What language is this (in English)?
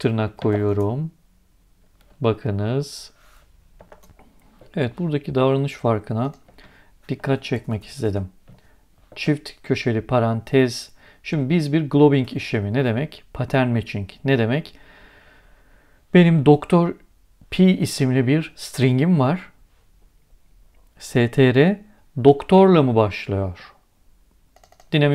Turkish